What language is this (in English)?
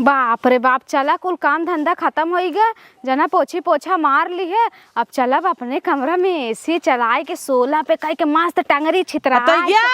Awadhi